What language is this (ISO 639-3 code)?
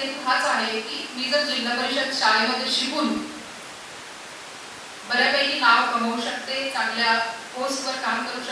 mar